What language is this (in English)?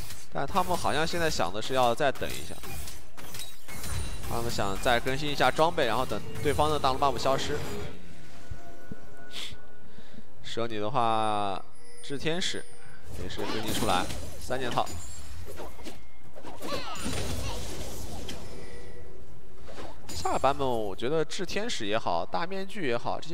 Chinese